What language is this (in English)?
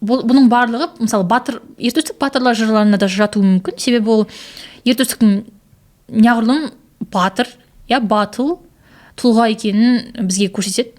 Kazakh